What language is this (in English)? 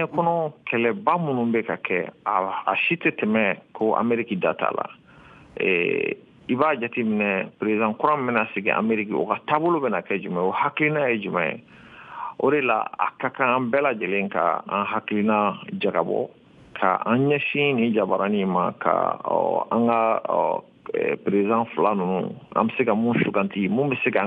Bambara